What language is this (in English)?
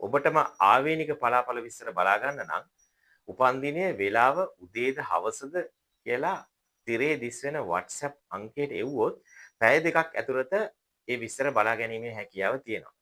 Sinhala